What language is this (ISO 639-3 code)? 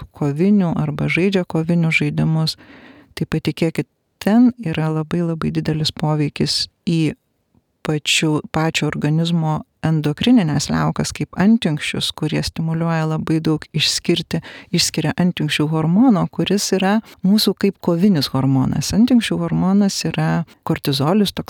lit